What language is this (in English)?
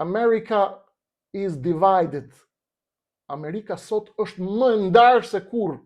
Albanian